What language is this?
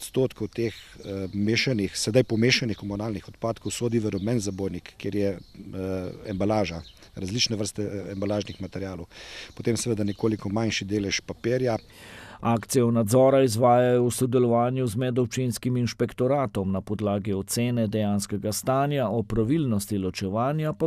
Slovenian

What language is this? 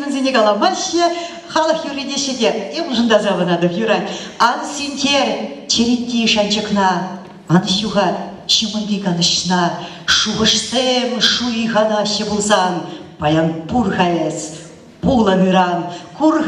Chuvash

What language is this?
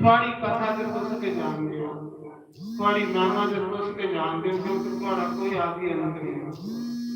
Dogri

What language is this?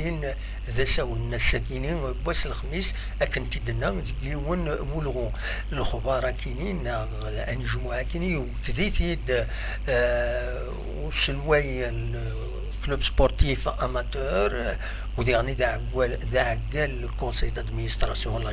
Kabyle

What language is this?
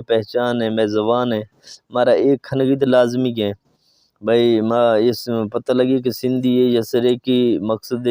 Saraiki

